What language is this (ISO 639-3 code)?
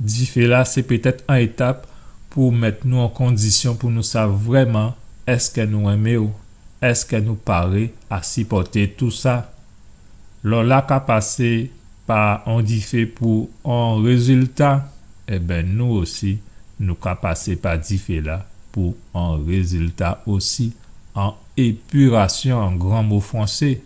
gcf